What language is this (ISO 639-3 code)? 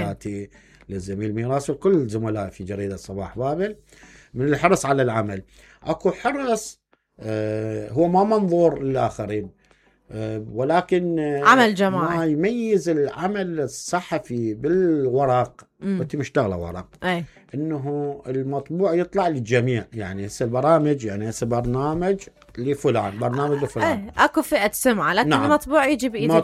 acm